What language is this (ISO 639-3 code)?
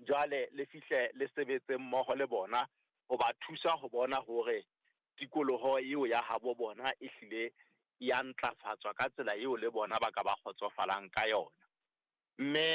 sot